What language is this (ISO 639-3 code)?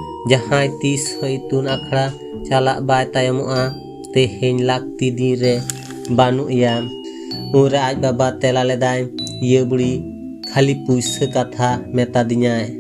sat